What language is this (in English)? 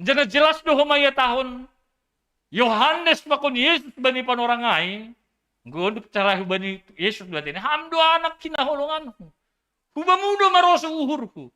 Batak Simalungun